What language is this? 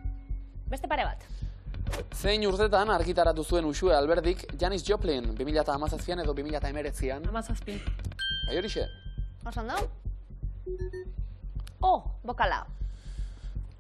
Basque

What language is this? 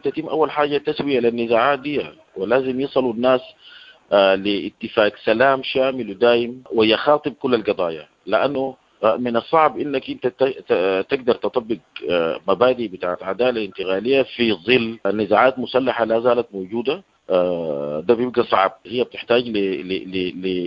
Sudanese Arabic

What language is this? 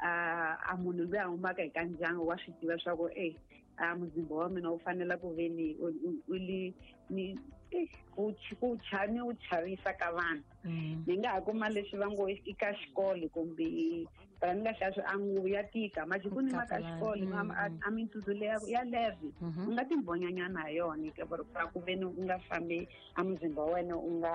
Tsonga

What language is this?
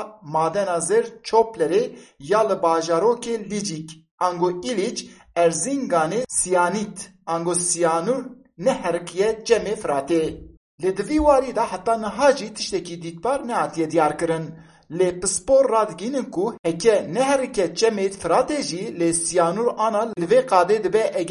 Kurdish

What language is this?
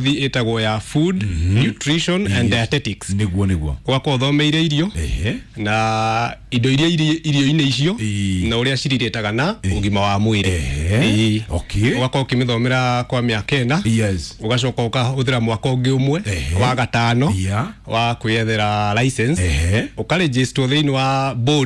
Kikuyu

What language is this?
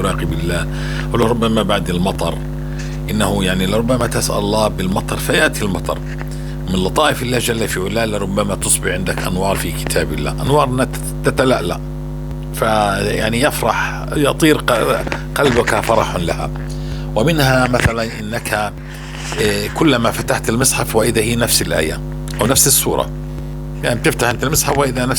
North Levantine Arabic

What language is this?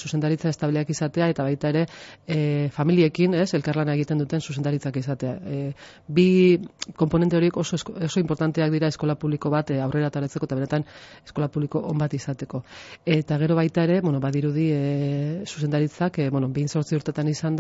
Basque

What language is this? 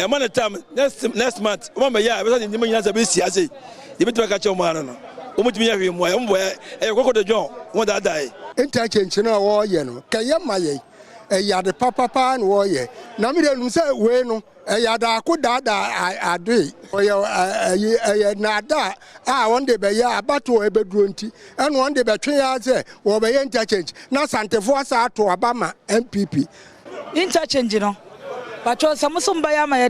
Akan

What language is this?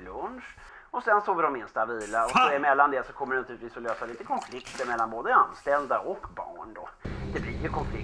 Swedish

